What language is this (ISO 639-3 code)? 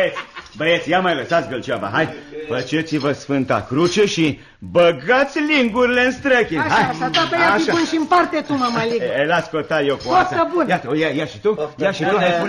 ron